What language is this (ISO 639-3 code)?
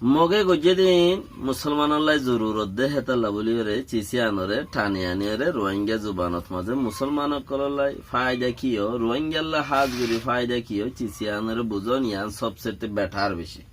rhg